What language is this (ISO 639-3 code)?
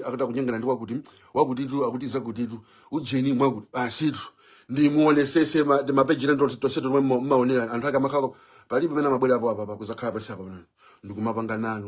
nya